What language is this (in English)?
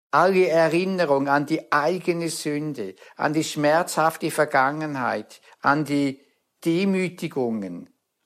German